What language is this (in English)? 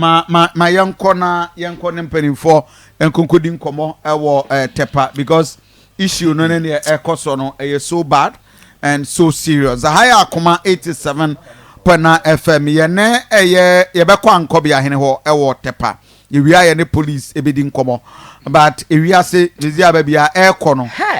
Akan